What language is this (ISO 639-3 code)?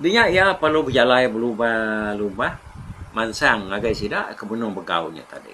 iba